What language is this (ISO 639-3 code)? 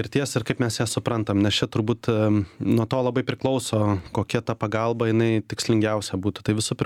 lit